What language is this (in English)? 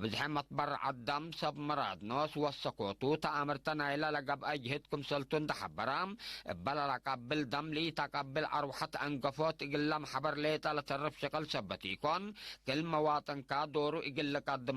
Tigre